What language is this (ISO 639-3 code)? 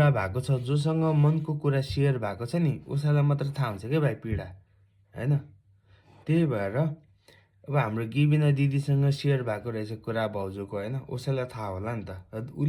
nep